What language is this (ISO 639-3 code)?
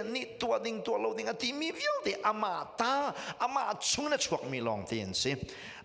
cnh